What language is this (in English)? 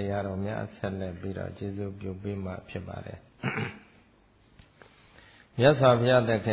Burmese